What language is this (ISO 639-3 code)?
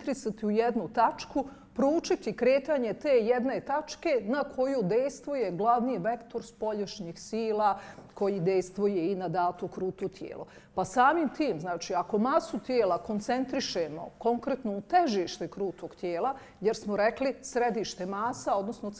bos